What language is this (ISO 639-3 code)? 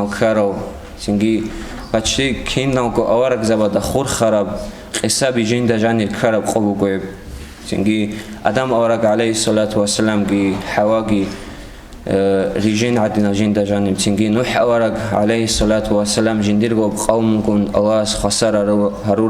ava